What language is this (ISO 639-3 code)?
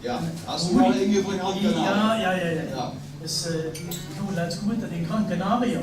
lim